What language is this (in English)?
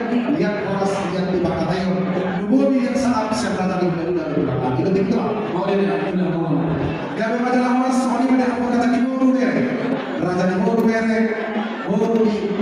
Batak Toba